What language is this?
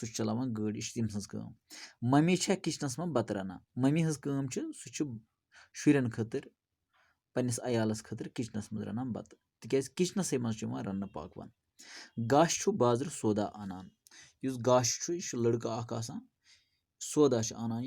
Kashmiri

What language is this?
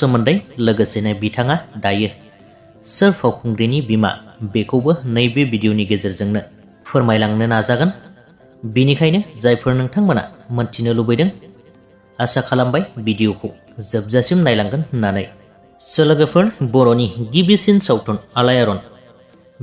Bodo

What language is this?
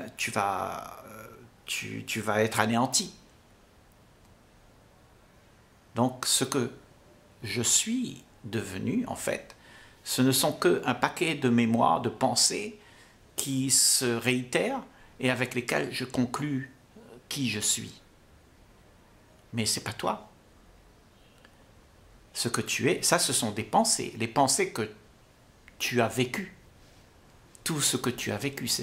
French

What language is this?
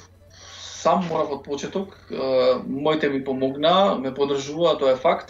Macedonian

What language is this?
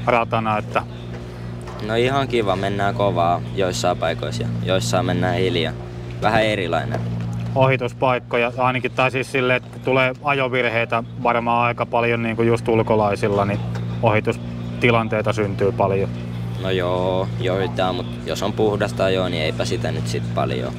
Finnish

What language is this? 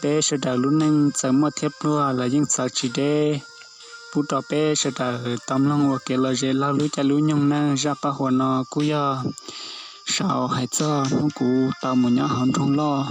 Hmong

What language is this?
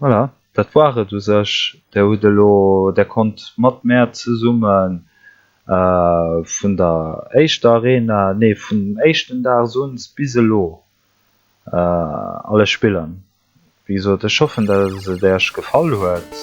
Luxembourgish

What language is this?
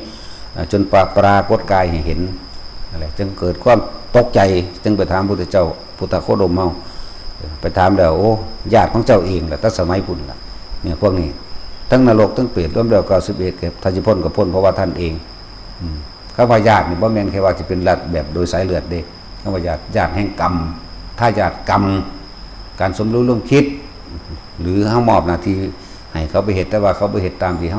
Northeastern Thai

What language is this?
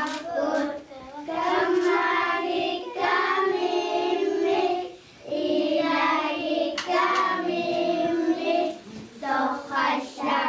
Kalaallisut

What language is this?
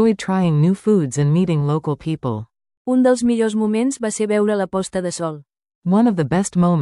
Catalan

